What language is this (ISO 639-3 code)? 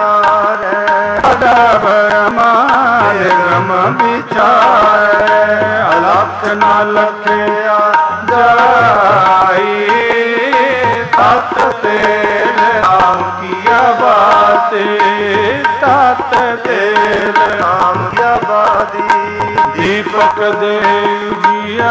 pan